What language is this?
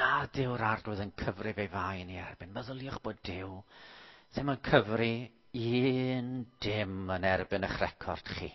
Welsh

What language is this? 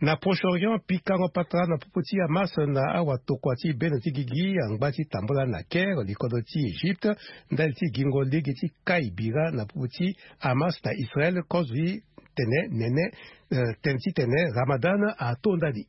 Sango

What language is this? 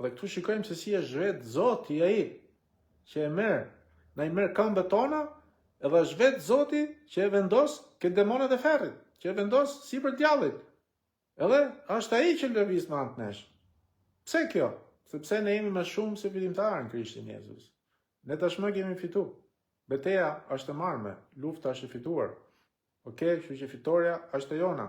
Albanian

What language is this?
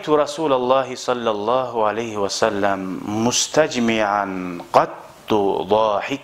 Kumyk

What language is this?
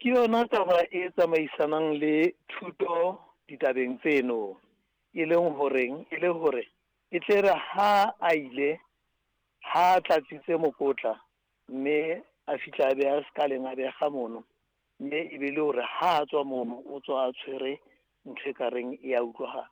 Southern Sotho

